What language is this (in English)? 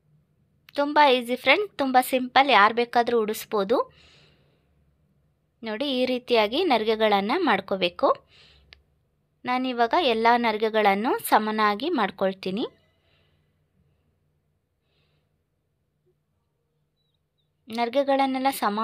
Kannada